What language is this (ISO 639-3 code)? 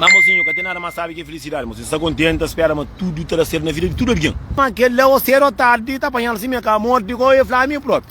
kea